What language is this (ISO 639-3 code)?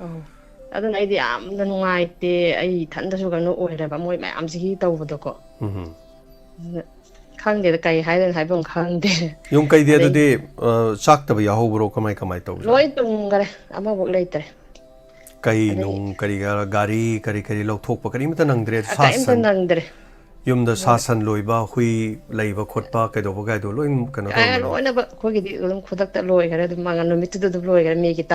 mni